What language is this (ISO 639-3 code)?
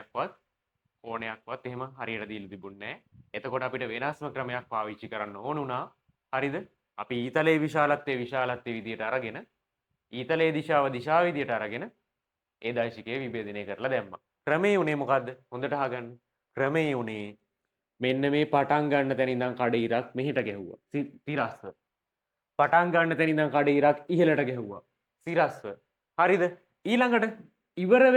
sin